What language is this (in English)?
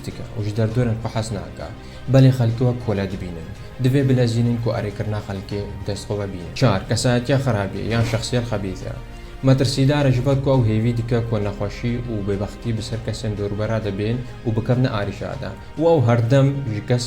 Kurdish